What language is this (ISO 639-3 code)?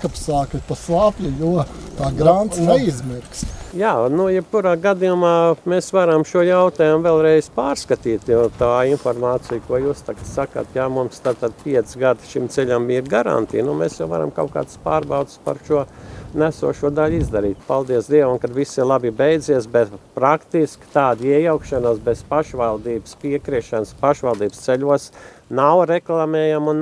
lav